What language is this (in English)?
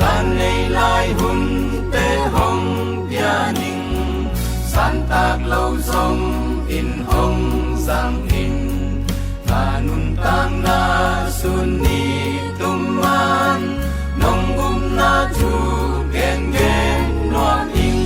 Tedim Chin